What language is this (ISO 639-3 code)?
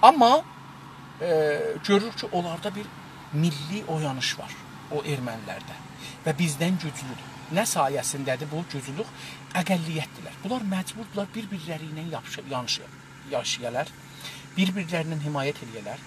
azb